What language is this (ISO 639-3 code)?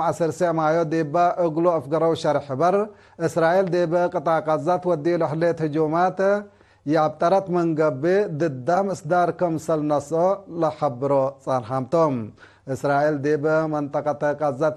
tig